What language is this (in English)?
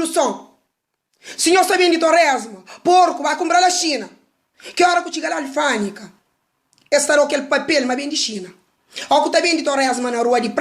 Kabuverdianu